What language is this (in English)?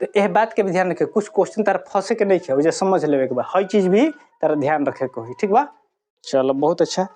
Bhojpuri